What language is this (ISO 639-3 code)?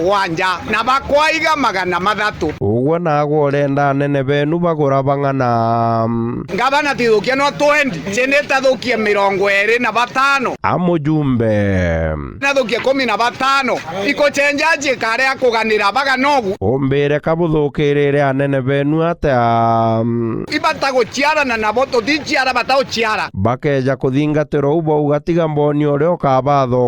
mer